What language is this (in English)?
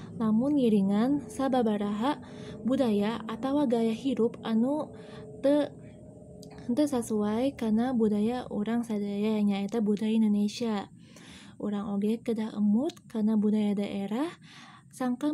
Sundanese